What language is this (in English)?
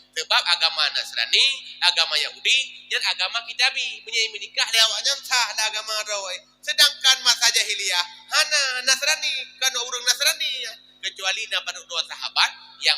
Achinese